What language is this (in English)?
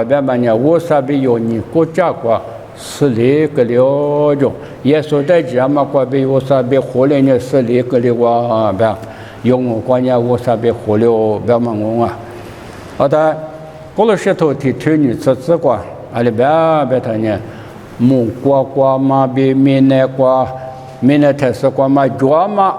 Lisu